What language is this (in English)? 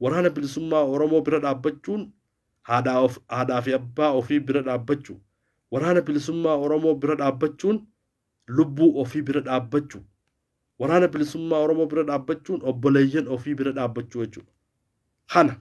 Oromo